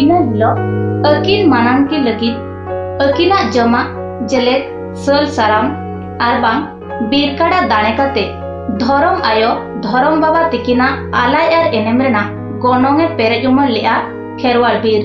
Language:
Santali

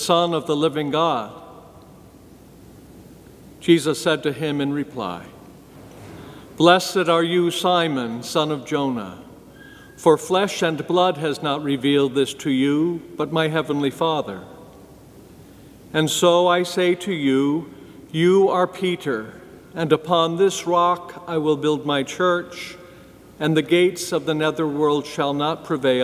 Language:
English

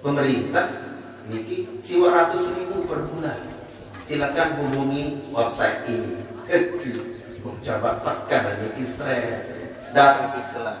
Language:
Sasak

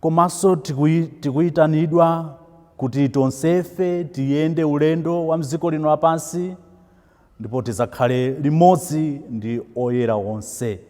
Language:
Nyanja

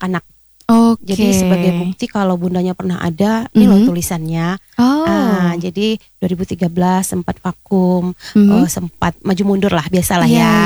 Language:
Indonesian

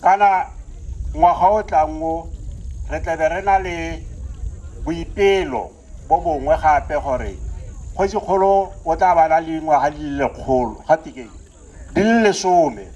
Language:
Tswana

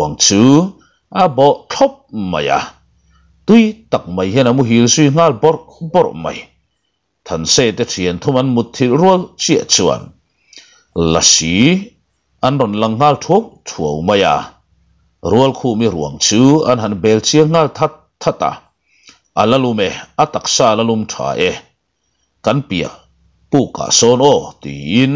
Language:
Mizo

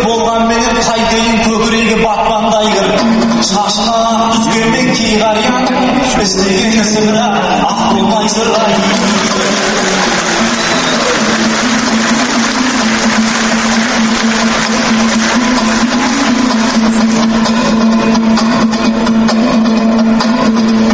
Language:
Kazakh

